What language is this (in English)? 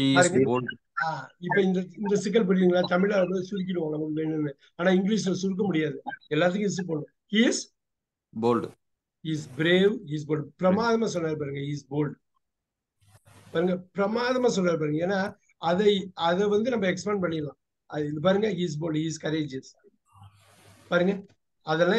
Tamil